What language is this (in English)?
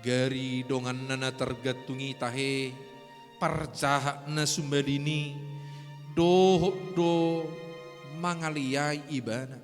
Batak Toba